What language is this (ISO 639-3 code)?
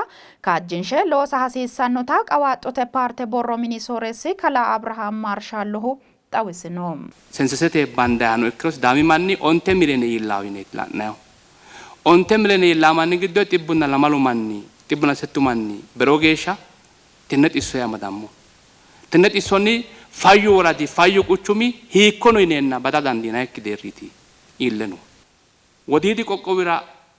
sid